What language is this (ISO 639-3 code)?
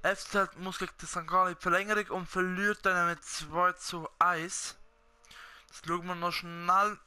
gsw